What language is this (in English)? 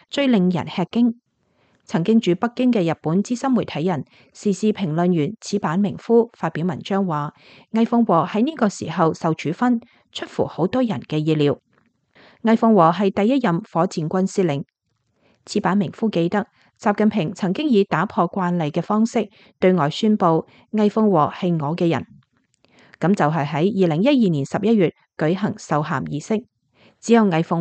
Cantonese